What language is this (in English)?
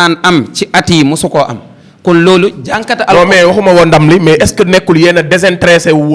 Wolof